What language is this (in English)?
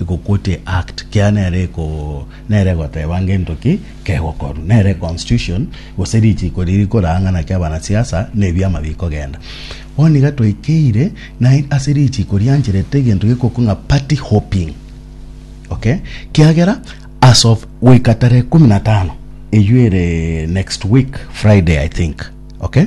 Gusii